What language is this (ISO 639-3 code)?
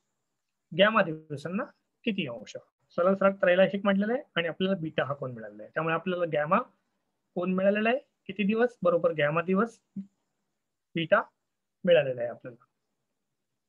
mar